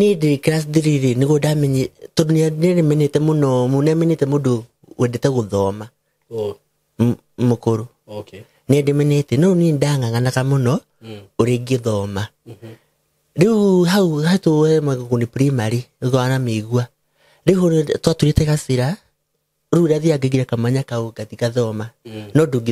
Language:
Kikuyu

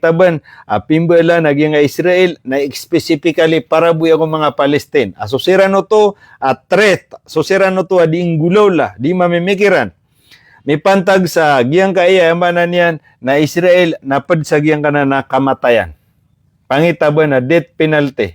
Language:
Maranao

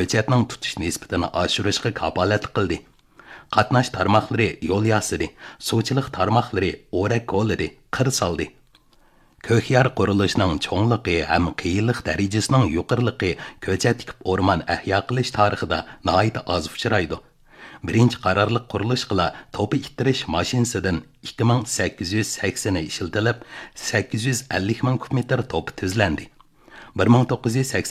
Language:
Uyghur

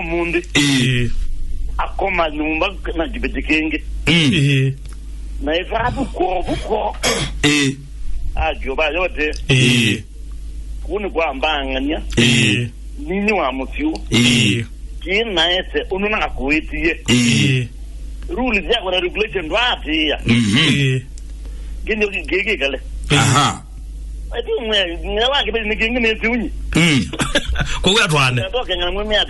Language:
Kamba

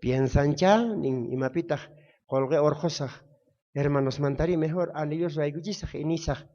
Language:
South Bolivian Quechua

